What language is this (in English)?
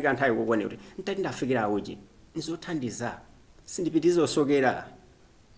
Nyanja